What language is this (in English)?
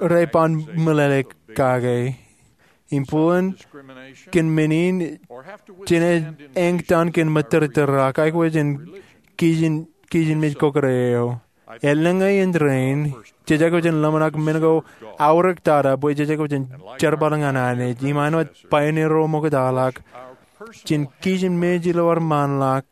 Marshallese